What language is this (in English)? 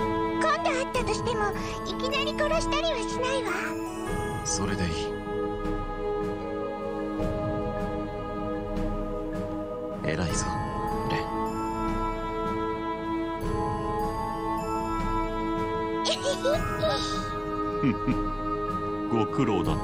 Japanese